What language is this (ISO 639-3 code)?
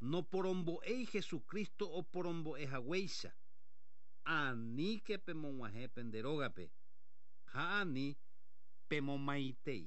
grn